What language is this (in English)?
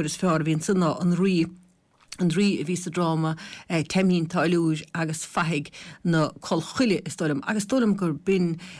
Irish